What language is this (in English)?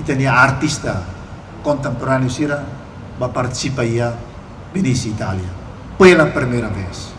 Tetum